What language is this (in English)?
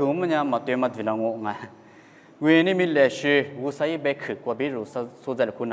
Lisu